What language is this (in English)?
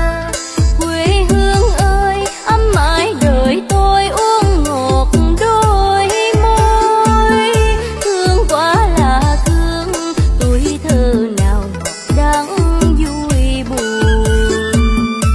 Vietnamese